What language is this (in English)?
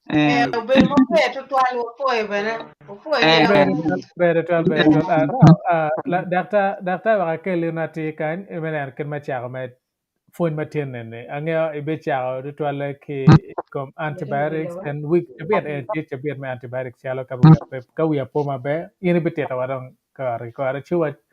Acoli